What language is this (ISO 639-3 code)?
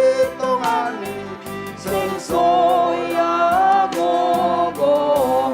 bts